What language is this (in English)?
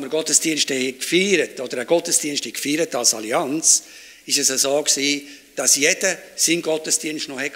Swiss German